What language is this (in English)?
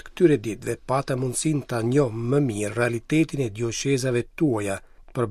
Albanian